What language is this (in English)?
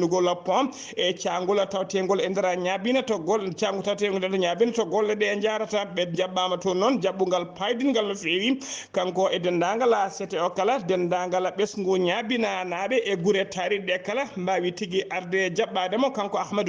Fula